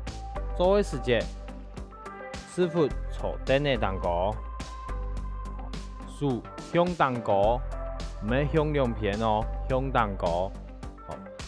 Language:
Hakka Chinese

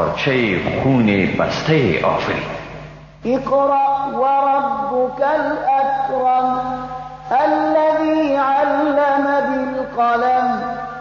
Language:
Persian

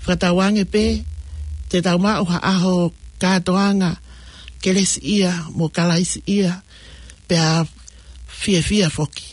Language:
Tongan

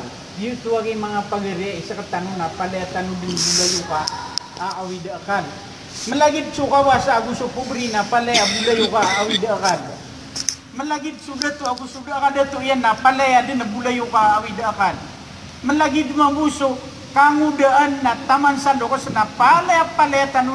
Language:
Maranao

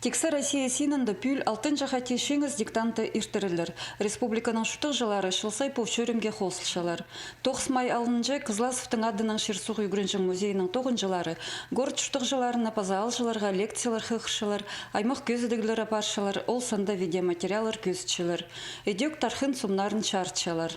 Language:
Khakas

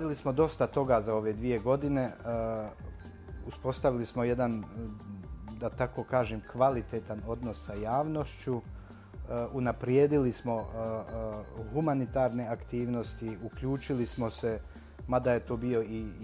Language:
Bosnian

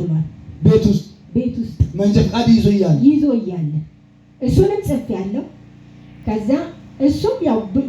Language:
Amharic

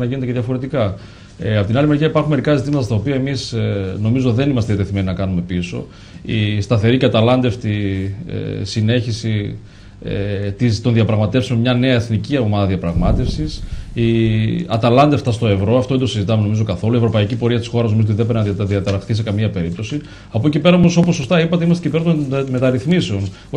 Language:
Greek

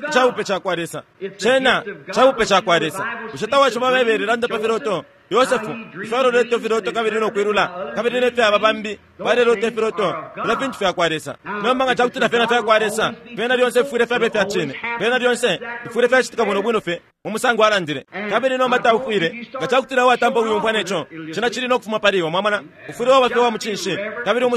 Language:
Bemba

